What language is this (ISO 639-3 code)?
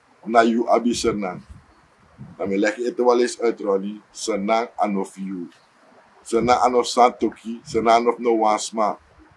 srn